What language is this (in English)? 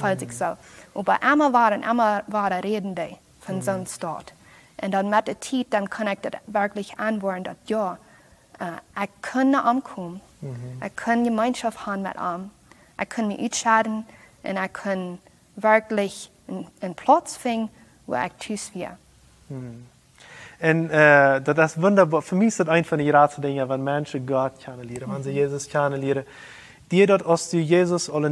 Plautdietsch